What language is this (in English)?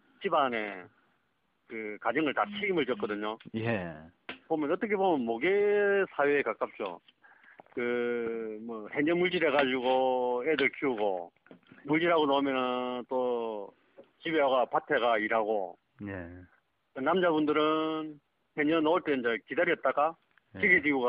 Korean